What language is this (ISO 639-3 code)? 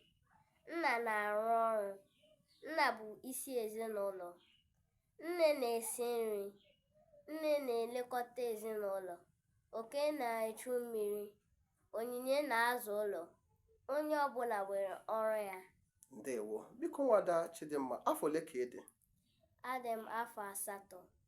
ibo